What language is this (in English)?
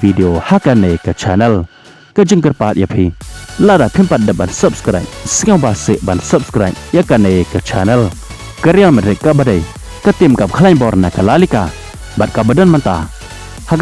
Khasi